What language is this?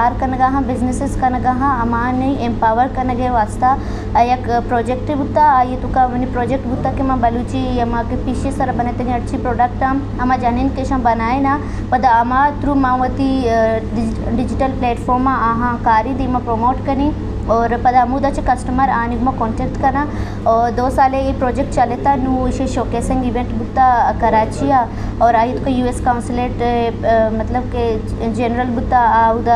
Eastern Balochi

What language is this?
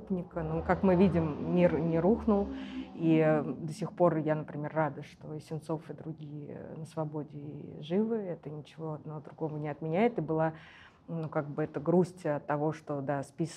Russian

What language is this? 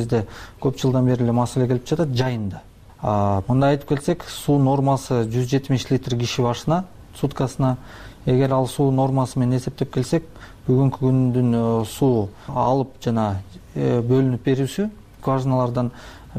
Kyrgyz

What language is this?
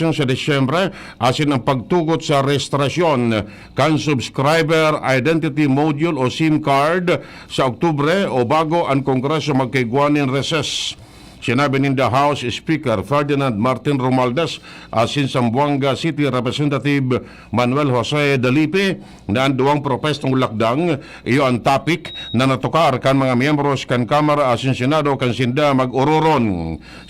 Bikol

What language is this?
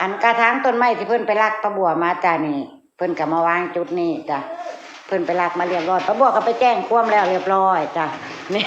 Northeastern Thai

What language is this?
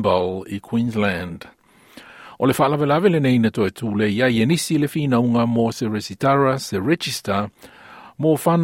Samoan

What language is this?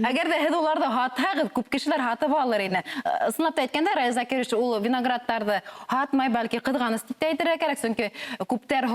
Bashkir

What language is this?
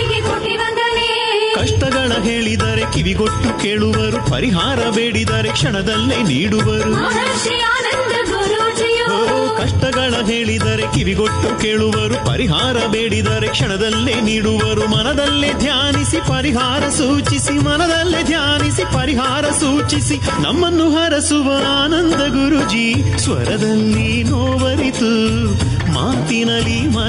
Kannada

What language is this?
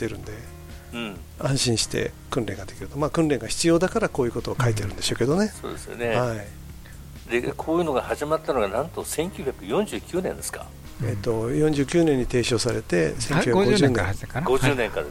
Japanese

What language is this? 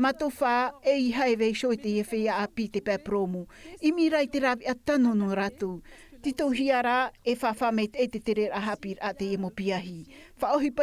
Tahitian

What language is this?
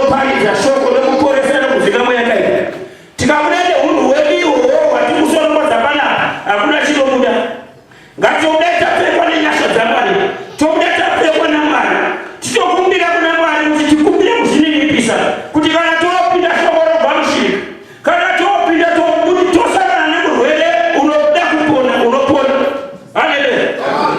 Shona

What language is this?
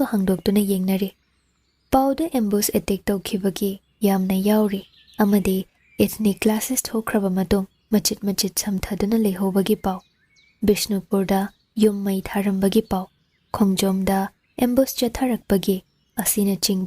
Manipuri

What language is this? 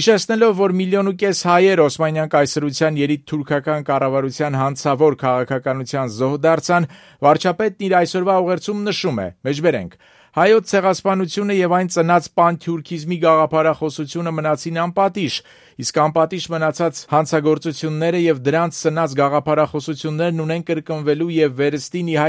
Armenian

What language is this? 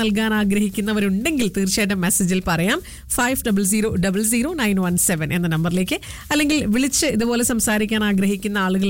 Malayalam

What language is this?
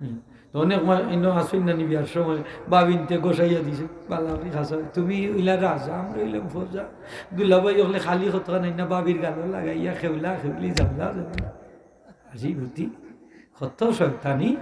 Sylheti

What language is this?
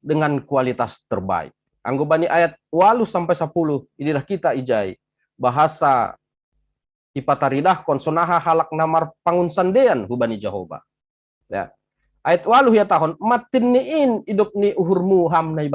Batak Simalungun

